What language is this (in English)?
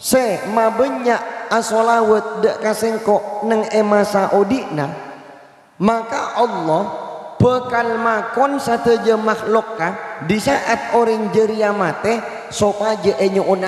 Madurese